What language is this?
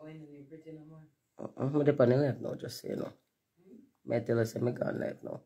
Jamaican Creole English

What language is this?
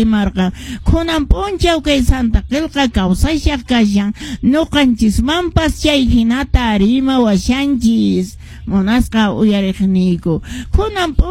Quechua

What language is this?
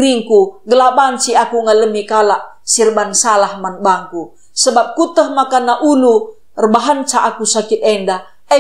Batak Karo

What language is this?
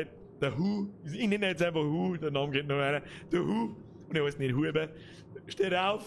Bavarian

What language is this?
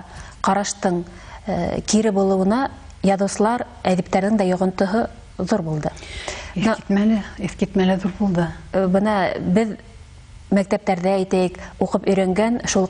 Bashkir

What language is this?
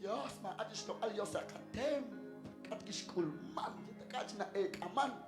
Kekchí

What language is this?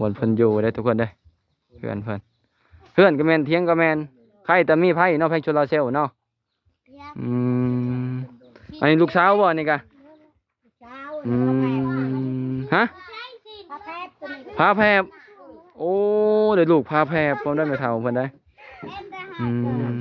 Lao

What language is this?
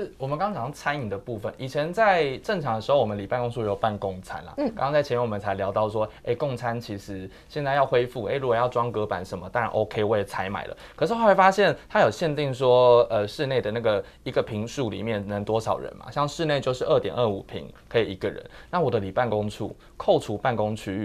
Chinese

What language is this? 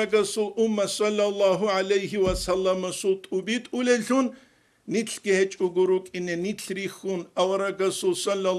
Avaric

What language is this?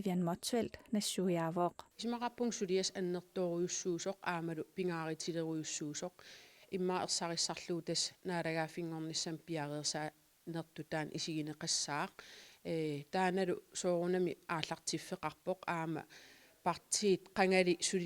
Kalaallisut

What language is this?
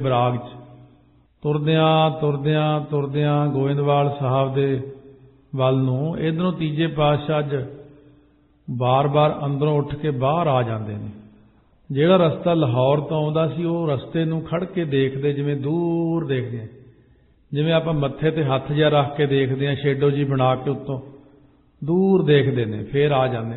Punjabi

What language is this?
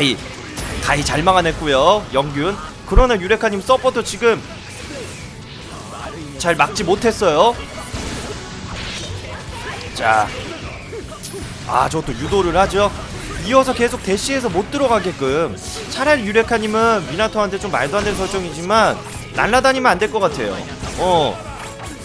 Korean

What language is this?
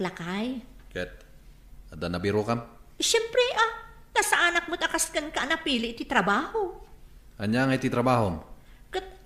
Iloko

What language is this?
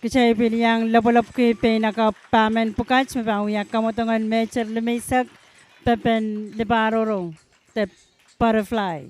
Pohnpeian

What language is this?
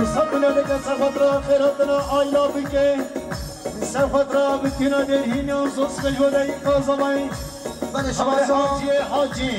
Kurdish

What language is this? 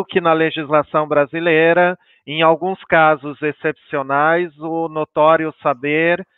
Portuguese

